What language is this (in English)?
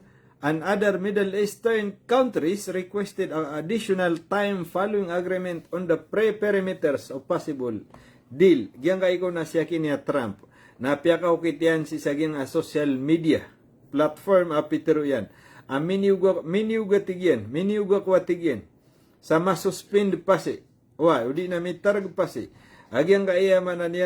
Maranao